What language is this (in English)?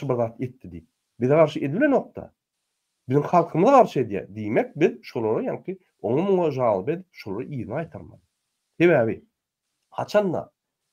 Turkmen